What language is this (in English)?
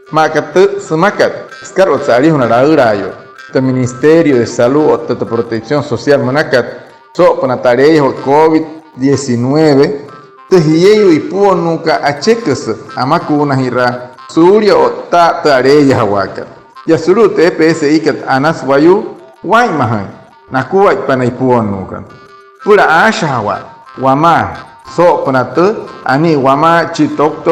Wayuu